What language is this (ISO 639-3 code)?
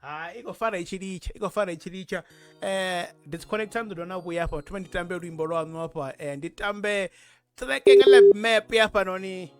ven